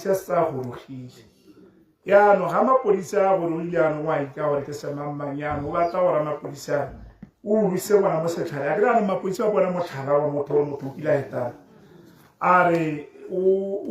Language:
Tswana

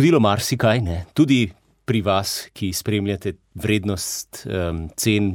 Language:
Slovenian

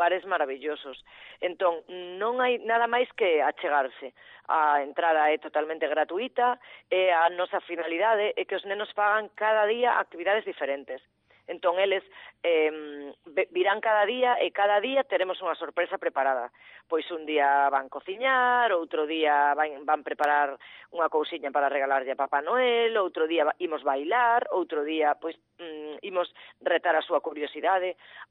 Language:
Galician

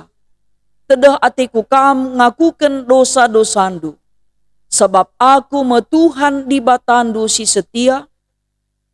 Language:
Batak Karo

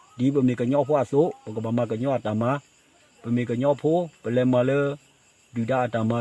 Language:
S'gaw Karen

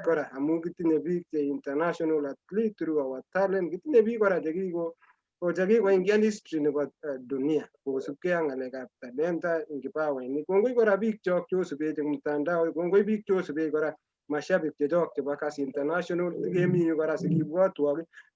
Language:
Kalenjin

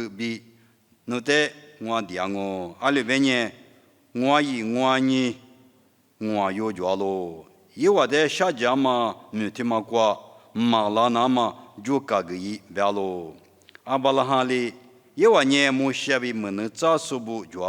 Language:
Lisu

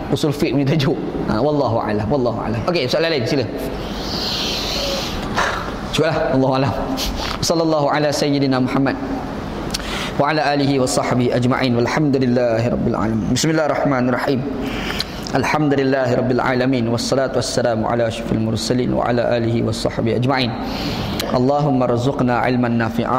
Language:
Malay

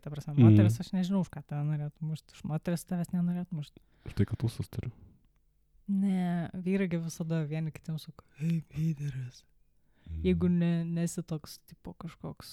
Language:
Lithuanian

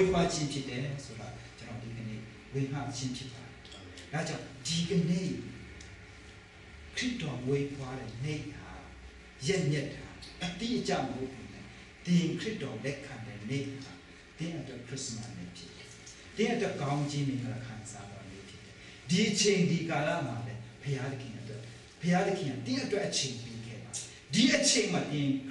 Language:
Burmese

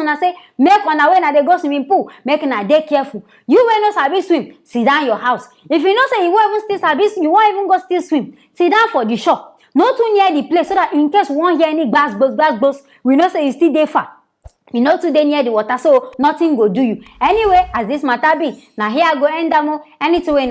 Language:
Nigerian Pidgin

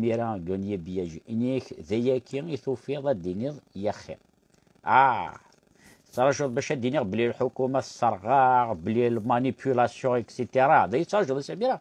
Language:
Kabyle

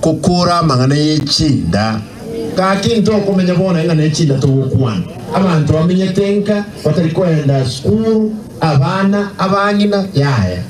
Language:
Gusii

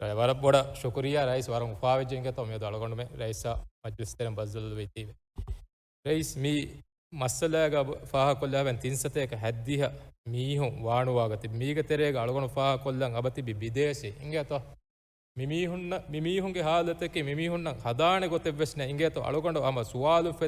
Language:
Divehi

